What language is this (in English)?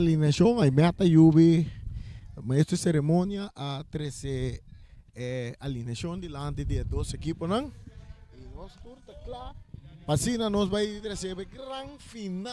Papiamento